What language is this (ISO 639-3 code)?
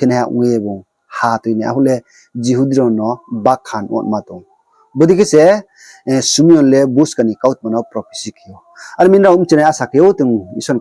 ria